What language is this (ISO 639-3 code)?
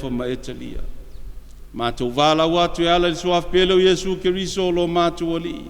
smo